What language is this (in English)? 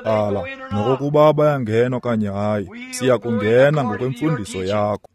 Xhosa